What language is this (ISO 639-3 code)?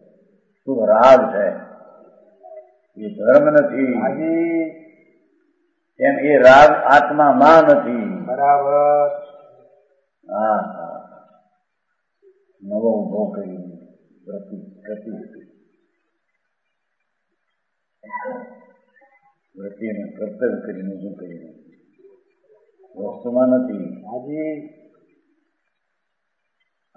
guj